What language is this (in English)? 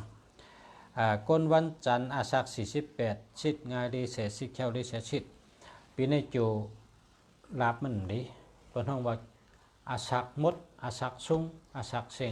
Shan